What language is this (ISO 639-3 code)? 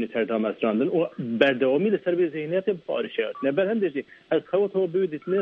kur